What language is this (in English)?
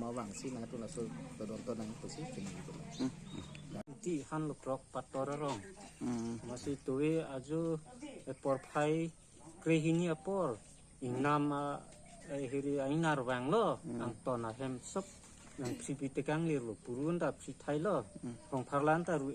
Karbi